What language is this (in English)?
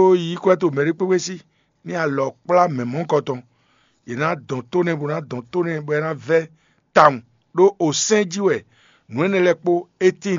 Fon